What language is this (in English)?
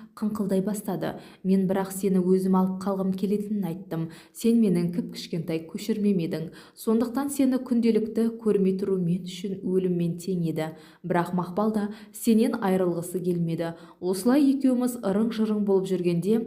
Kazakh